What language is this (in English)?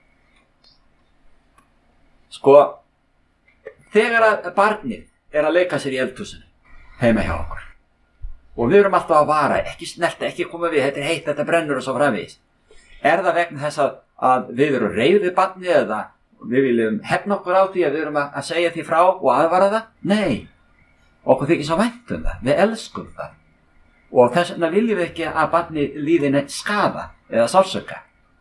Icelandic